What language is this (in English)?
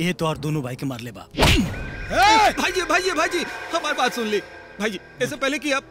Bhojpuri